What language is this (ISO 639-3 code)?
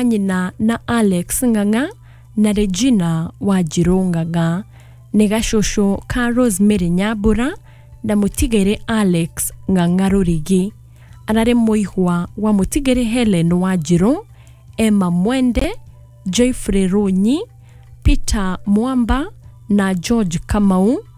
kik